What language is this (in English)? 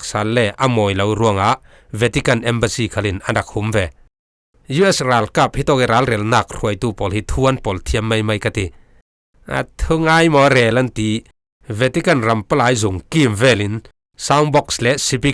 Falam Chin